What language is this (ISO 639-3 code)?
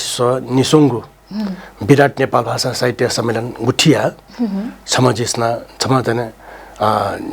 new